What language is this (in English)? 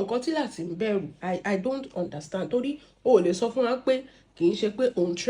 Yoruba